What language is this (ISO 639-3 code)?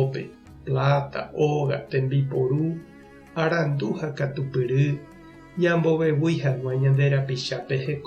grn